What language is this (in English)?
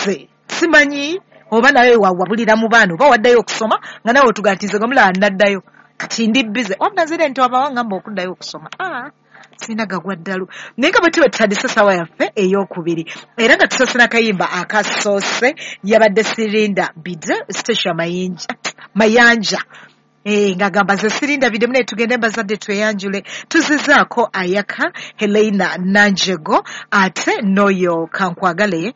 Ganda